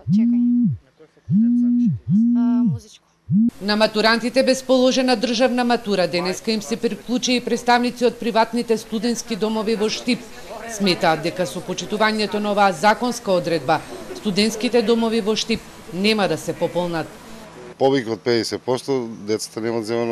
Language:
Macedonian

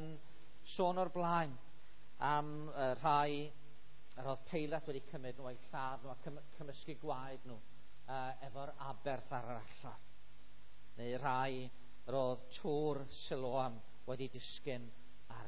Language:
Welsh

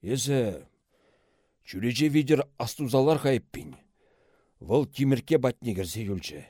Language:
Chuvash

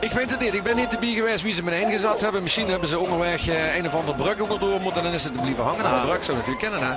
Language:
Limburgish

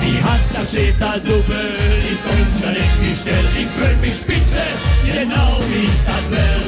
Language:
Limburgish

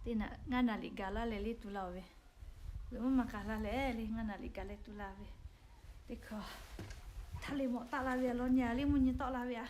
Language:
Lahu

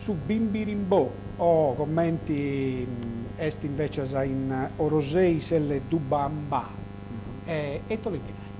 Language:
Sardinian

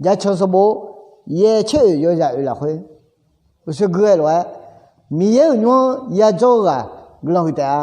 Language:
Akha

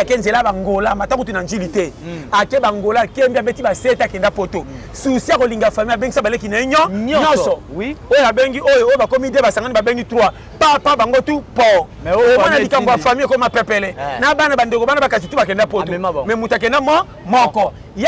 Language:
Lingala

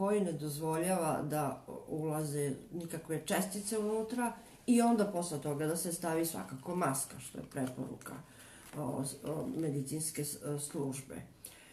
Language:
Serbian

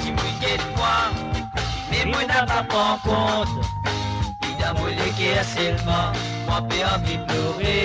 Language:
Morisyen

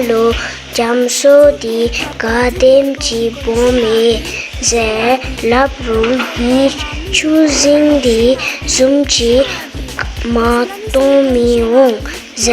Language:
Dzongkha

